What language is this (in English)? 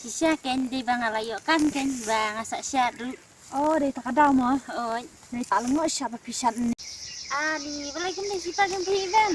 Khasi